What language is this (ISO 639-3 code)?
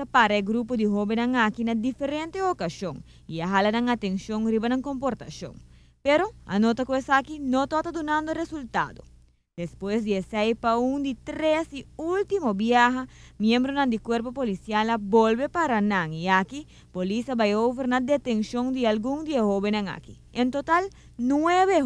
pap